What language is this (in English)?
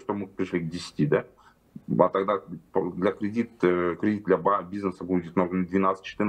Russian